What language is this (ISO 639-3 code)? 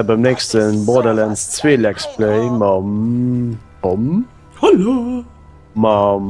ltz